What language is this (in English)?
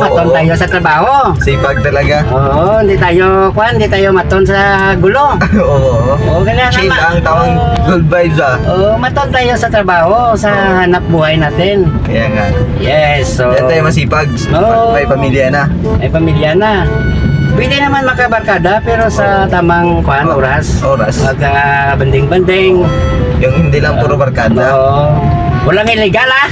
Hiligaynon